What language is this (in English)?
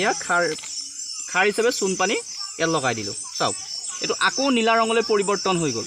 Assamese